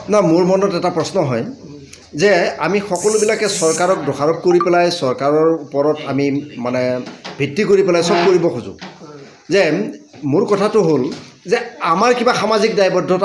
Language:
Assamese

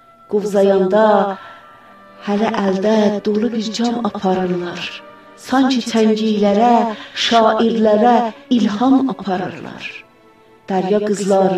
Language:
South Azerbaijani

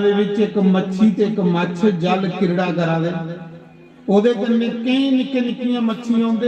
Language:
Dogri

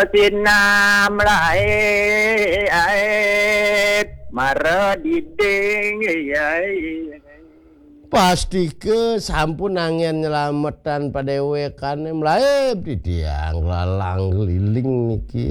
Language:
Balinese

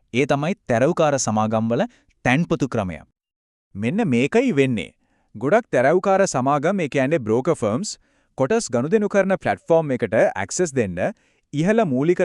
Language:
Sinhala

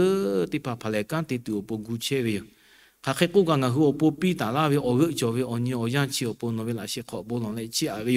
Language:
Lahu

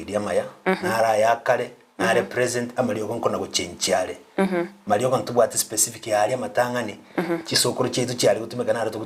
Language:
Gusii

